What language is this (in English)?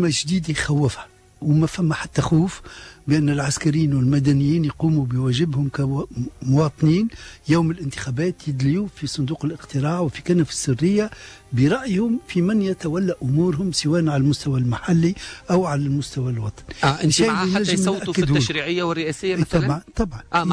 Tunisian Arabic